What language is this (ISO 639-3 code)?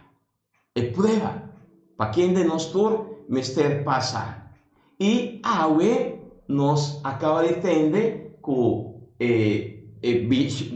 pap